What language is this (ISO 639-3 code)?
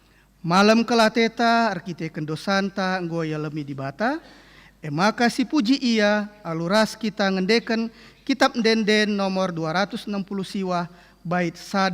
btx